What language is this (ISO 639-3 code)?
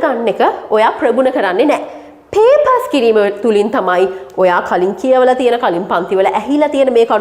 sin